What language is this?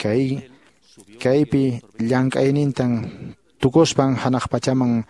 Quechua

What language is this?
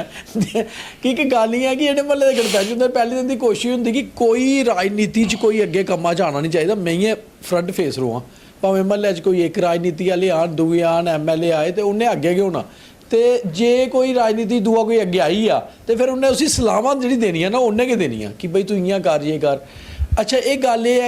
Dogri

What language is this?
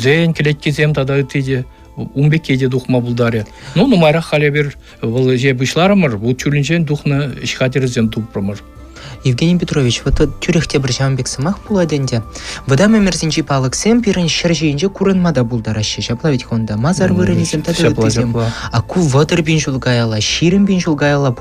Chuvash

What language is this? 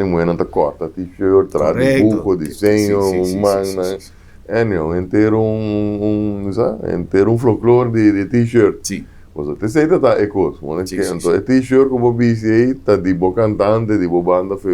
Papiamento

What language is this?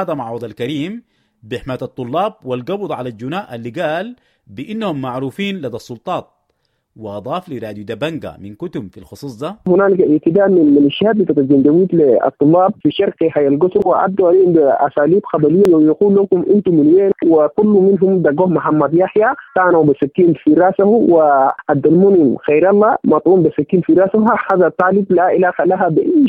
Sudanese Arabic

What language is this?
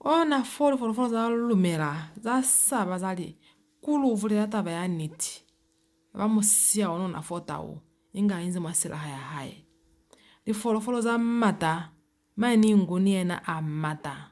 Lozi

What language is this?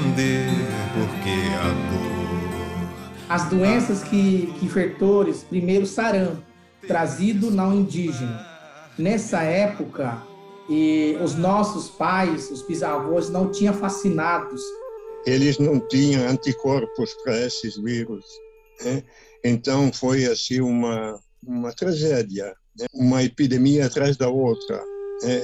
Portuguese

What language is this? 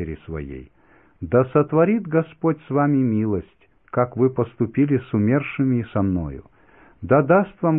Russian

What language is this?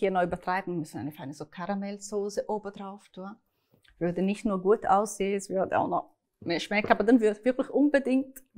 Swiss German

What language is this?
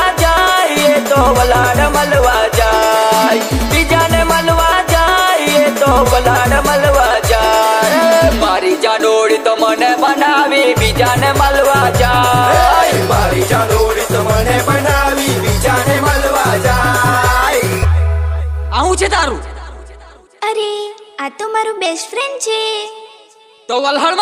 Gujarati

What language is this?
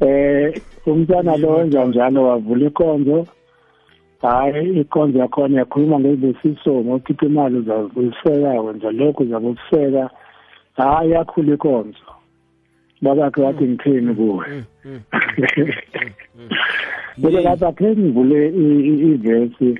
South Ndebele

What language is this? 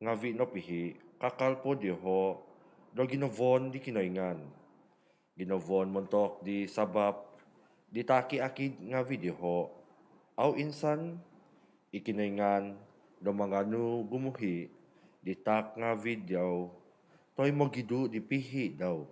Central Dusun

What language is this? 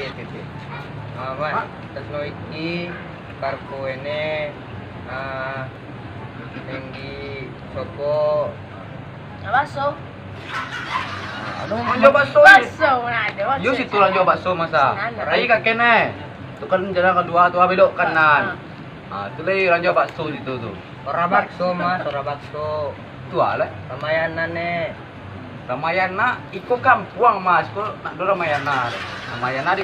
Minangkabau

